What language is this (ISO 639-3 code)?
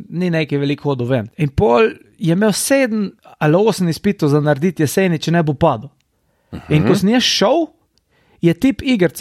slv